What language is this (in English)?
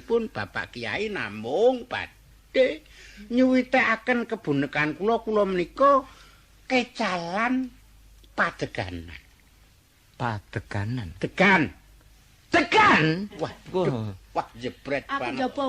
Javanese